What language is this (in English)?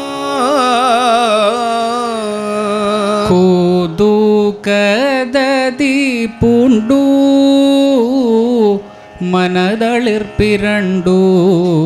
Malayalam